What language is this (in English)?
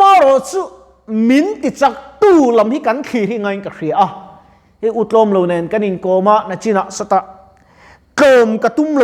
Mizo